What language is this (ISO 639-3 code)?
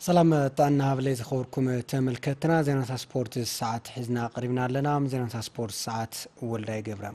tir